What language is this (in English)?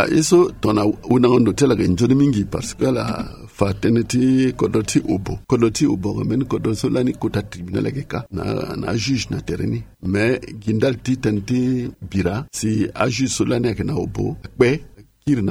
Sango